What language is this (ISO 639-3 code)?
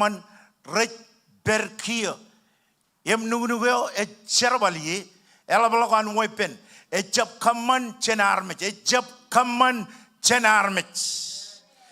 mah